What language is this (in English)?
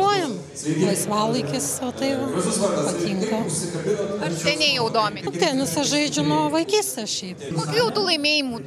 Lithuanian